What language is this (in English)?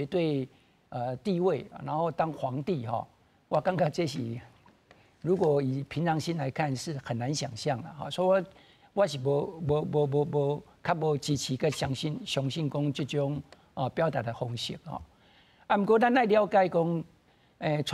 Min Nan Chinese